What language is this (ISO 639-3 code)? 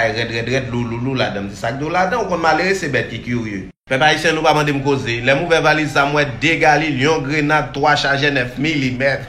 hat